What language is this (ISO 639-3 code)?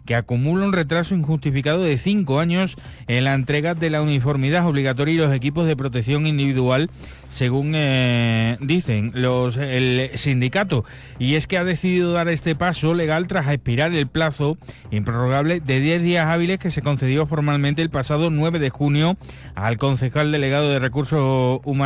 spa